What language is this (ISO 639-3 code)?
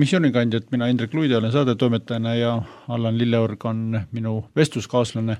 est